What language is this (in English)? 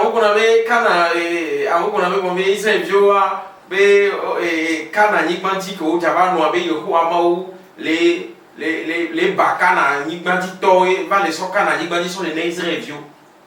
Ewe